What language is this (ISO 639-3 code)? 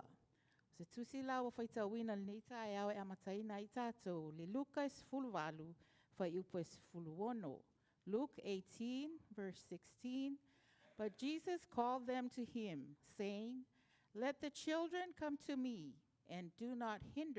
smo